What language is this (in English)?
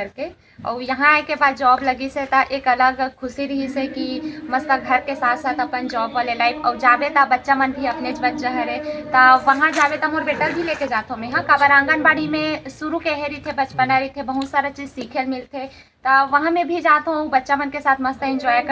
Chhattisgarhi